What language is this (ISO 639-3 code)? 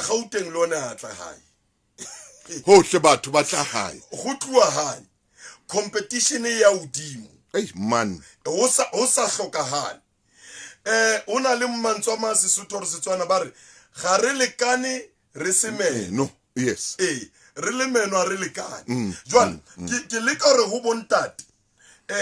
sot